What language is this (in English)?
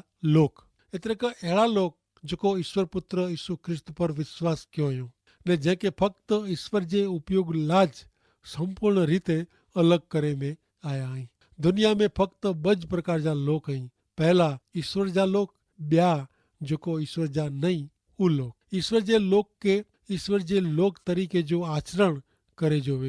Kachhi